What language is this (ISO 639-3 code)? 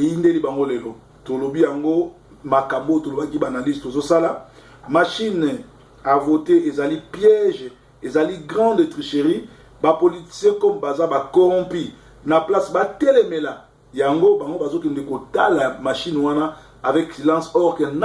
lin